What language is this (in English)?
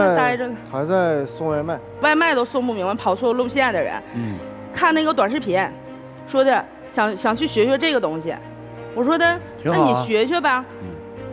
Chinese